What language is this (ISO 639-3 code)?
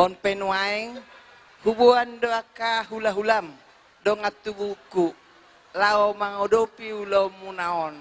bbc